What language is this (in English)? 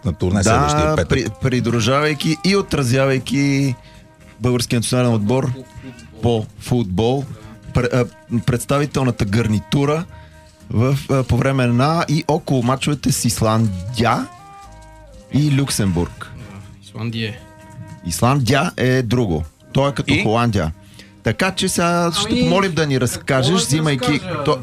Bulgarian